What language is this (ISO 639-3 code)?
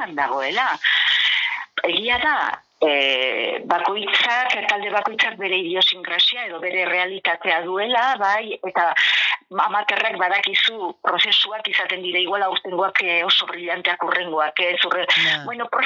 eus